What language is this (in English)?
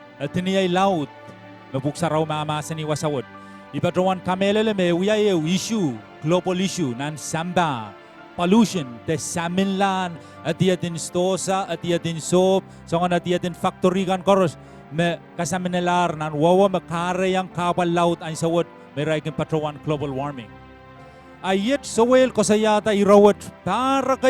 Pohnpeian